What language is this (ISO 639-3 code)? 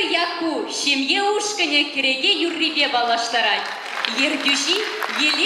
chv